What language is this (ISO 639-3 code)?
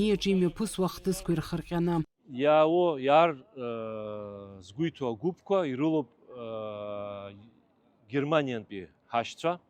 abk